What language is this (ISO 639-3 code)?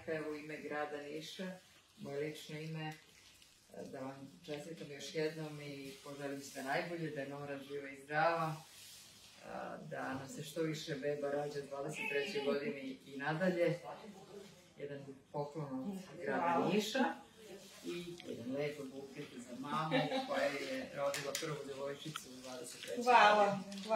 srp